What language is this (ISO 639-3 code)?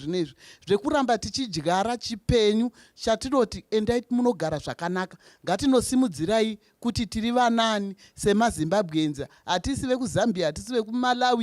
sna